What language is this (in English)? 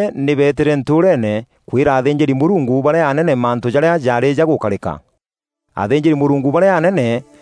Meru